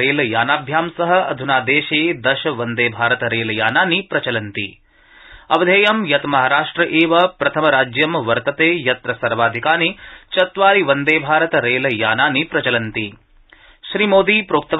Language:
Sanskrit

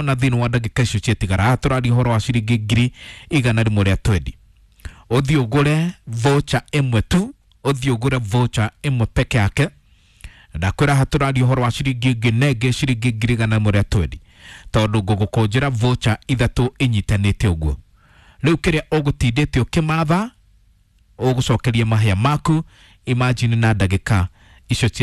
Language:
Kikuyu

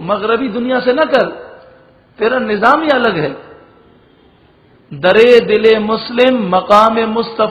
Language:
Urdu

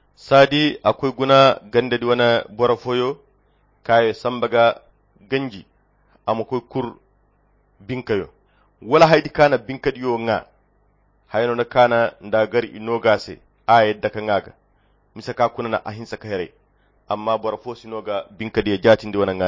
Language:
Koyra Chiini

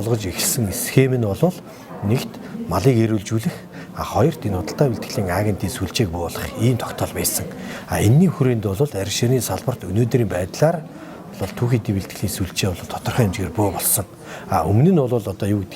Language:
Mongolian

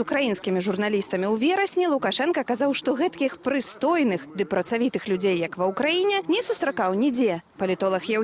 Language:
Belarusian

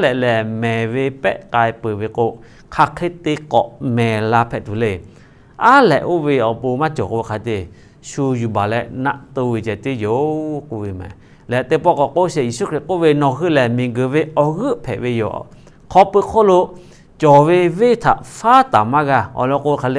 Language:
Lahu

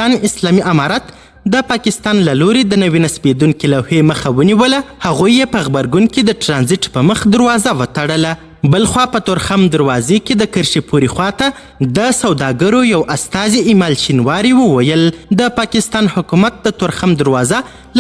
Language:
Pashto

